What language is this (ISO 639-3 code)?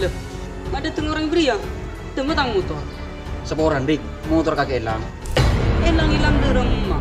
mad